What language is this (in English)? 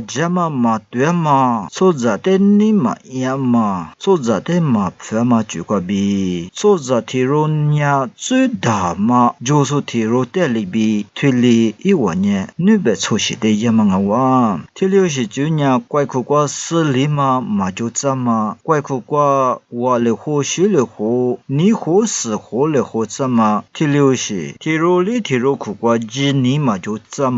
Lisu